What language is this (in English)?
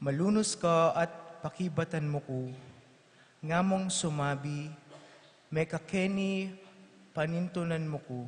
Pampanga